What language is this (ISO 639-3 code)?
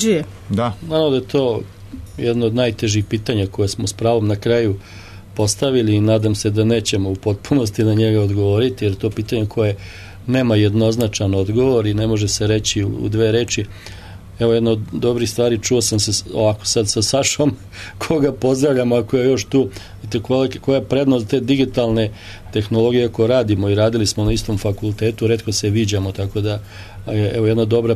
srp